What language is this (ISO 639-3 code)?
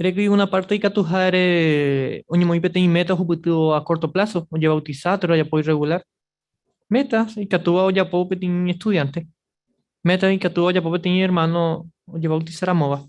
grn